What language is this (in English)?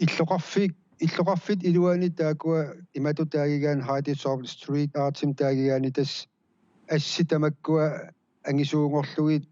Kalaallisut